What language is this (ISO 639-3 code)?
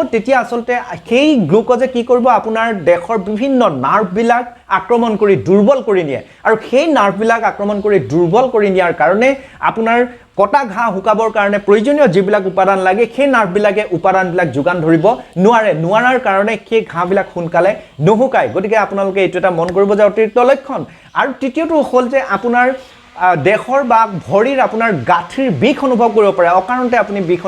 asm